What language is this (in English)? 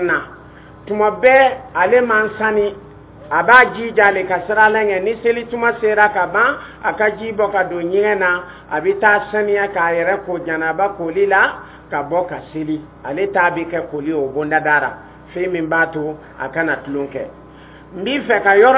Dyula